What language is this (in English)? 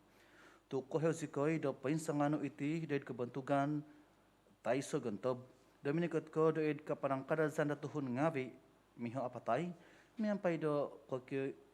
Central Dusun